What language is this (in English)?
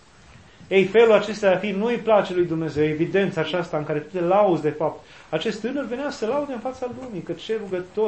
Romanian